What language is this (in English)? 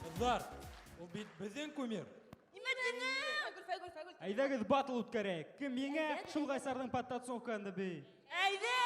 Bashkir